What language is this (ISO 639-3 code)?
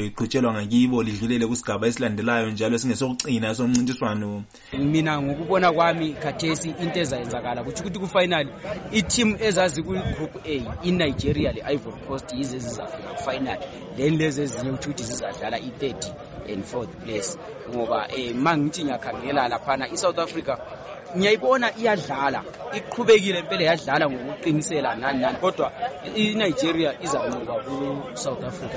nde